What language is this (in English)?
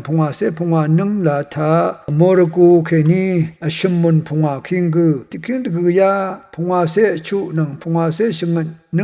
Rawang